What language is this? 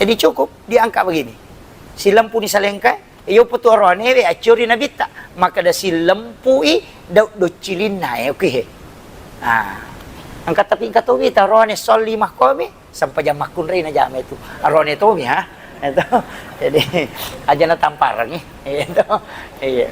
Buginese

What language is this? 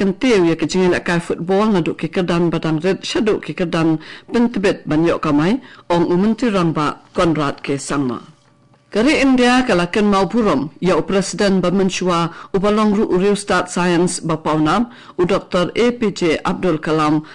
Khasi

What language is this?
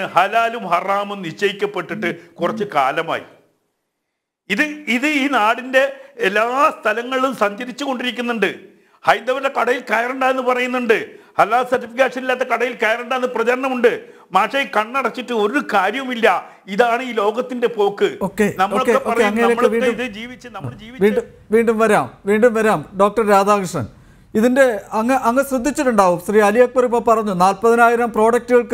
Malayalam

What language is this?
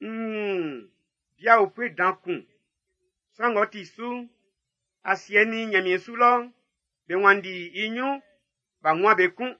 Baoulé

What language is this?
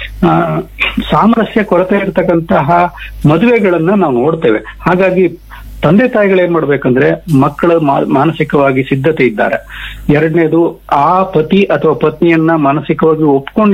Kannada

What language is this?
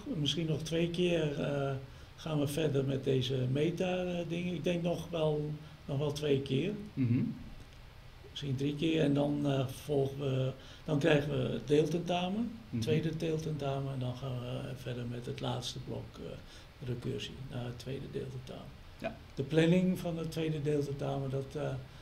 Dutch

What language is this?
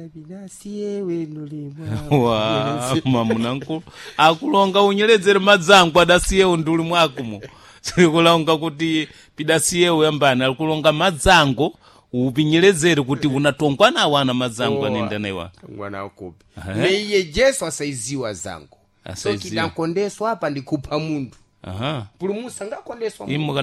Sena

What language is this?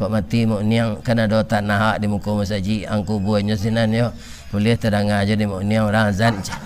Minangkabau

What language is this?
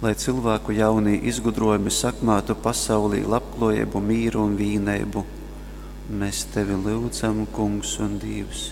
Latgalian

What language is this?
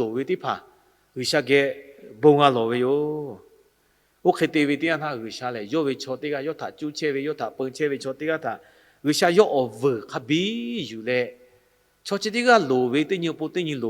Lahu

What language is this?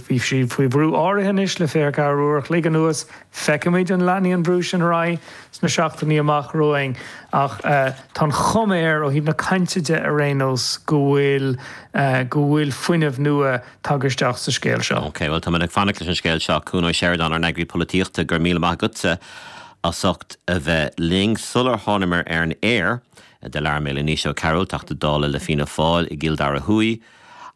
Irish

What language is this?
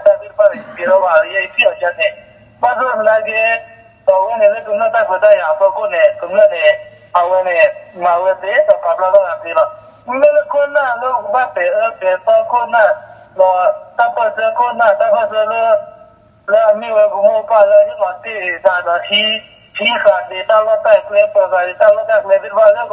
S'gaw Karen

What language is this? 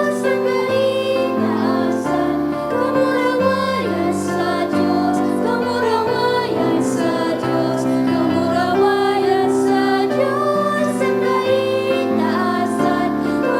Bikol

